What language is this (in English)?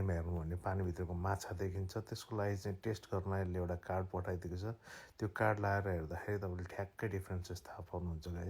Nepali